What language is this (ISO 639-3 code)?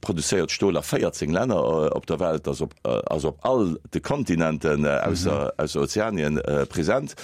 ltz